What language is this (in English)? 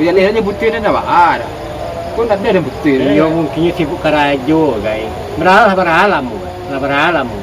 Minangkabau